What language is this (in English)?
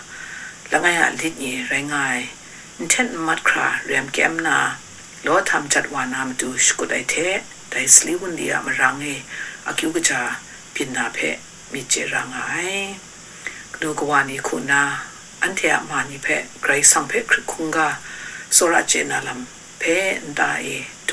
Kachin